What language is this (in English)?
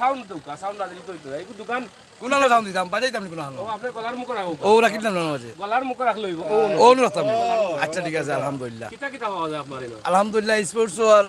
Sylheti